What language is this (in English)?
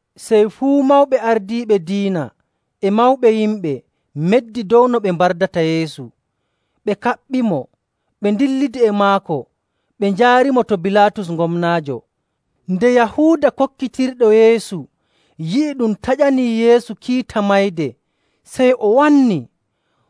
Nigerian Fulfulde